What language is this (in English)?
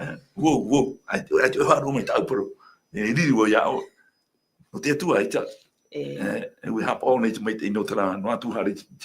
Tahitian